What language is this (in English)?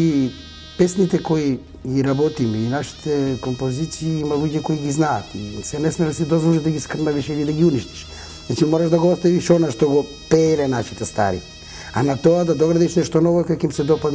Macedonian